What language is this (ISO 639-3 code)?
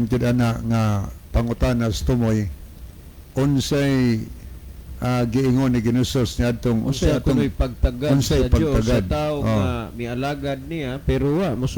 ceb